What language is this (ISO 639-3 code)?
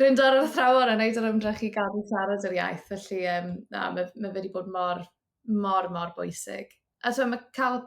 cym